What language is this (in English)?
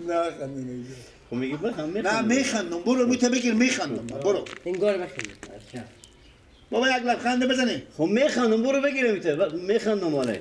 Persian